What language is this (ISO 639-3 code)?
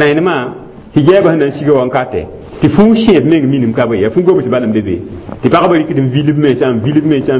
mos